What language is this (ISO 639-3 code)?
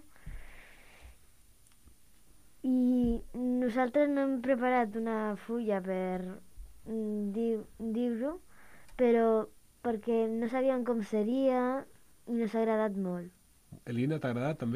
cat